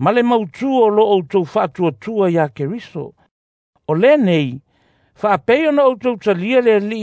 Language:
Samoan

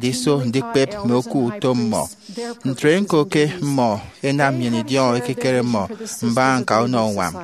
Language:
Efik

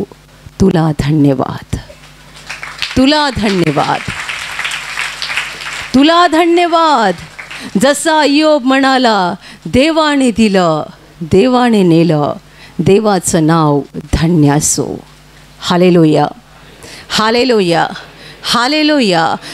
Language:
Marathi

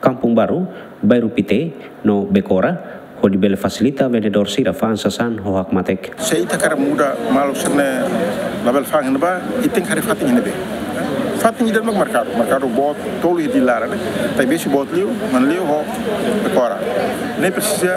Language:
Tetum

